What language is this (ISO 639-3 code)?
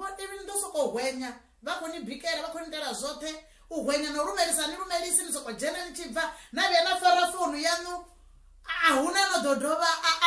ven